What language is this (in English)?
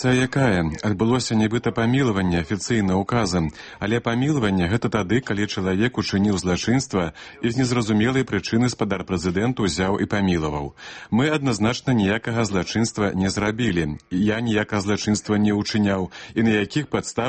Belarusian